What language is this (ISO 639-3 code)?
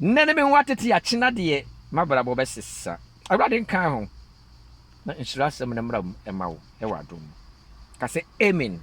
aka